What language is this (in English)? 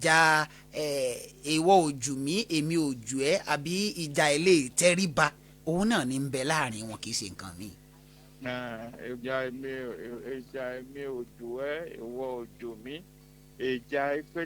Yoruba